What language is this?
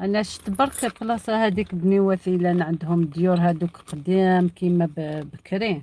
Algerian Arabic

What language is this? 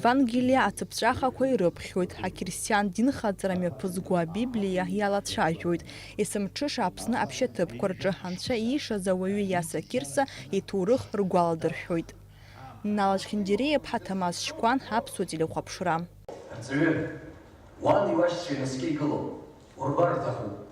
Abkhazian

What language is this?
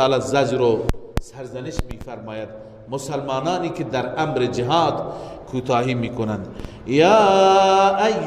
Persian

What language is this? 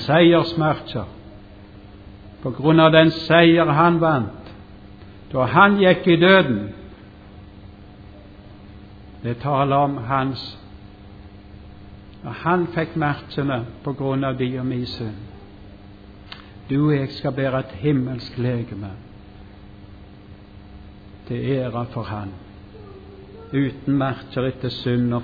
Norwegian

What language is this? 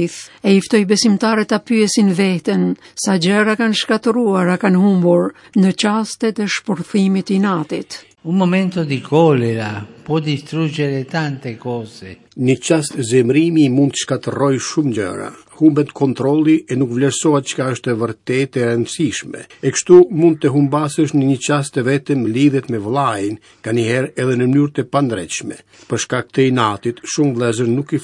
Albanian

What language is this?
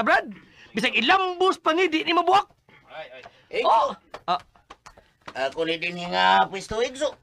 Cebuano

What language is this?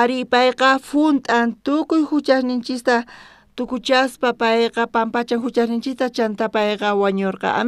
South Bolivian Quechua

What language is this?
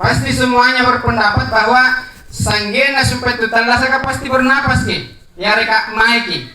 Makasar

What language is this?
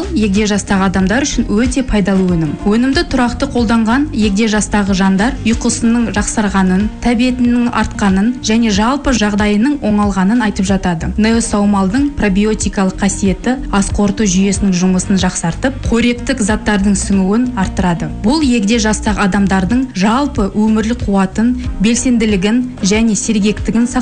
Kazakh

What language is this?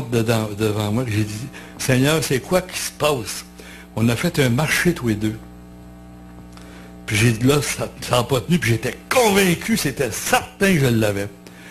French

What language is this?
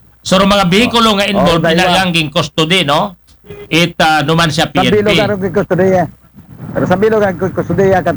Aklanon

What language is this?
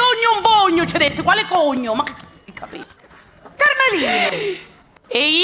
Sicilian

